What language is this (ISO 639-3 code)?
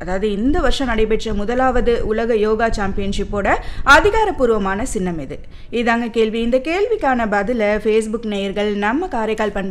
tam